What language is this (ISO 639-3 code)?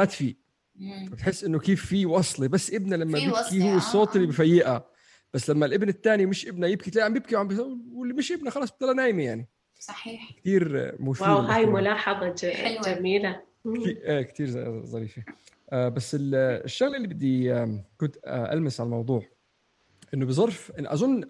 apc